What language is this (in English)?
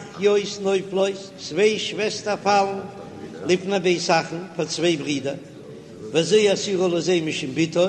Yiddish